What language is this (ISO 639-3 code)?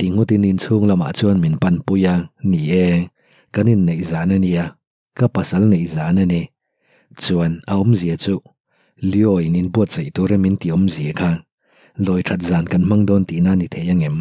lus